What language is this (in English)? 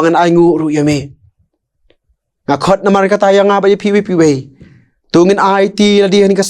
Khasi